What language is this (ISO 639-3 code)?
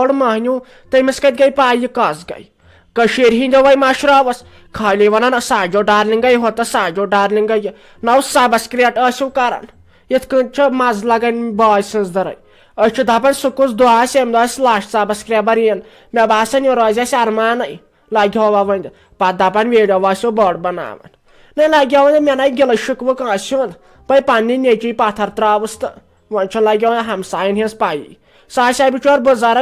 kas